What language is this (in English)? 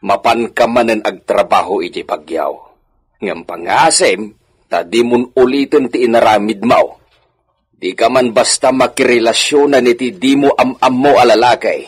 Iloko